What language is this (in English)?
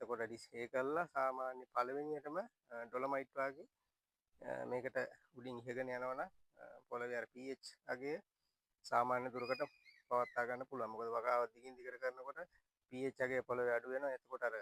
Sinhala